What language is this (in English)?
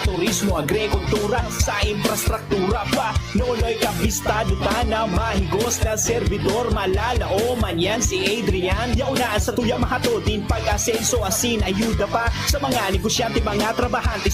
Bikol